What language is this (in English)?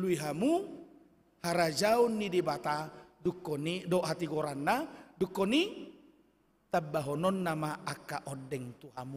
Batak Toba